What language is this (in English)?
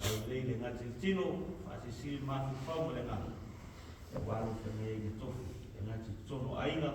Samoan